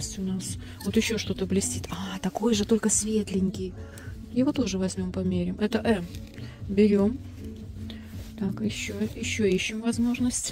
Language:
Russian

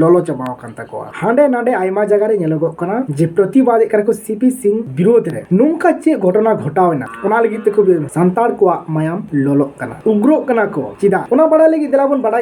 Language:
Santali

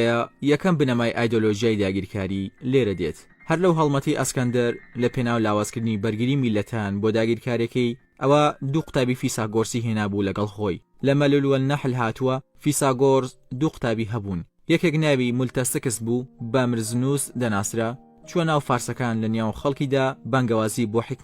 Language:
Central Kurdish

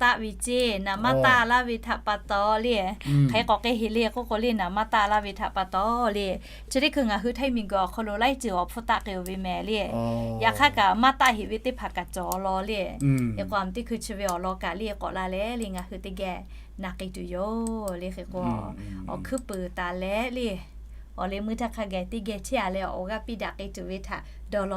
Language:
Lahu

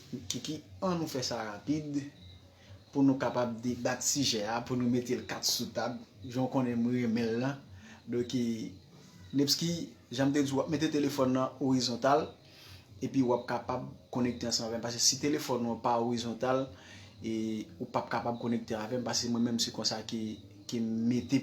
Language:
Haitian Creole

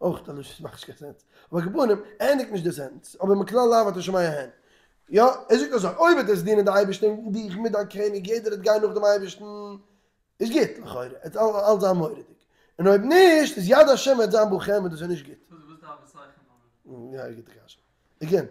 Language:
Yiddish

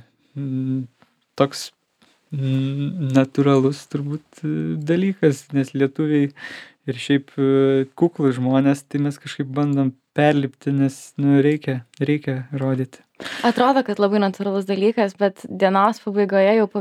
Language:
Lithuanian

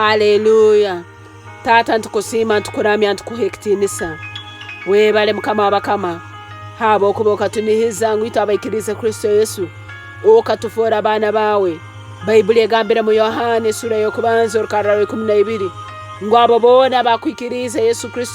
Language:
Tooro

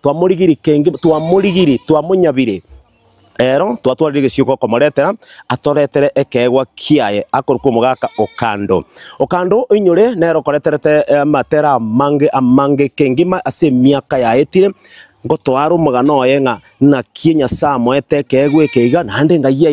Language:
Gusii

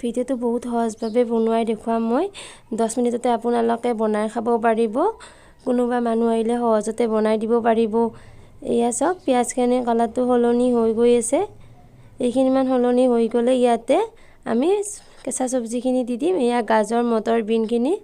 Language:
Assamese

